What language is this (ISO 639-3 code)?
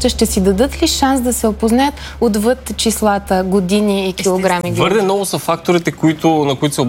bul